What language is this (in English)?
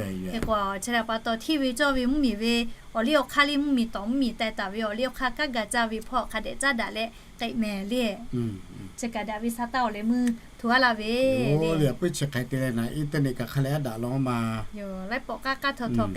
Lahu